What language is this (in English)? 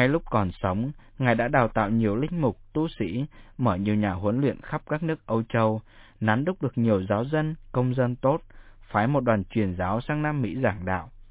Vietnamese